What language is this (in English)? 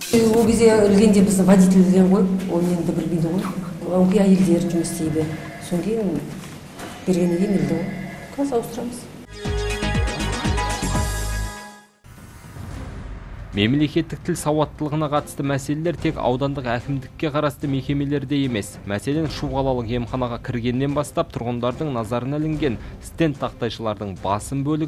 Kazakh